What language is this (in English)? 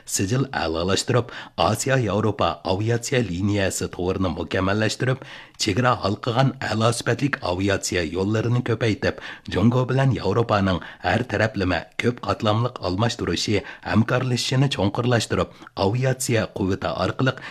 Uyghur